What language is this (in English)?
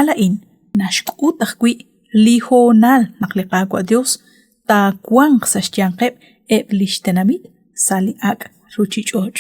Kekchí